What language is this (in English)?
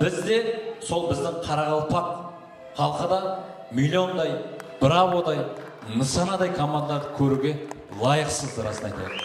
Kara-Kalpak